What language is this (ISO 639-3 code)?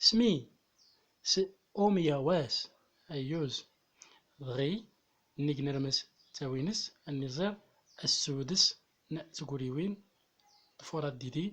tzm